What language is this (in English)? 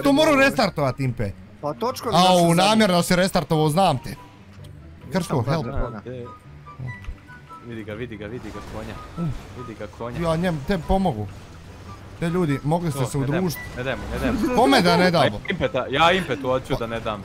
Bosnian